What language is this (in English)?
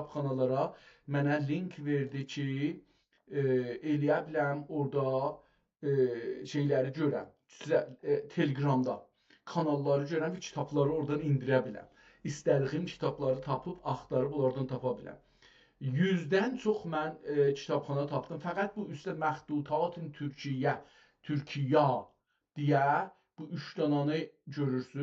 South Azerbaijani